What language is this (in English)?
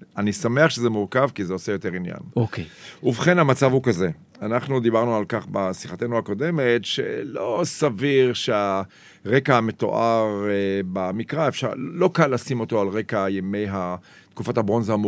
Hebrew